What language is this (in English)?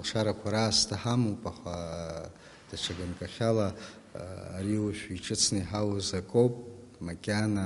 Abkhazian